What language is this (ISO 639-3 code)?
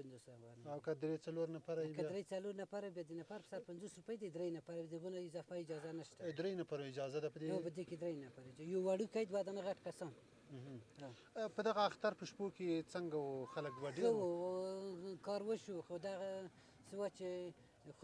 pus